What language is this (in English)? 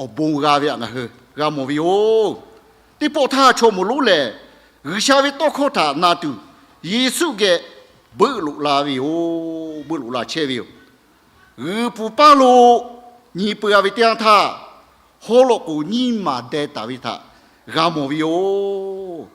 Lahu